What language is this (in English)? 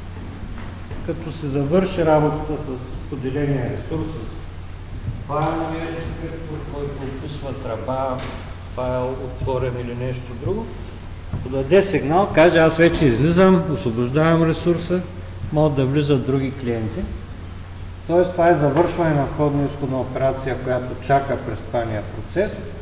Bulgarian